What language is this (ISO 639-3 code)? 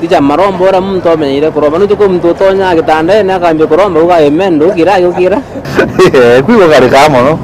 mer